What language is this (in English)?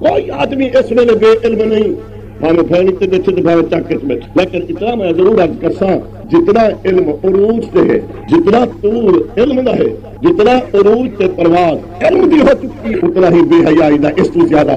Saraiki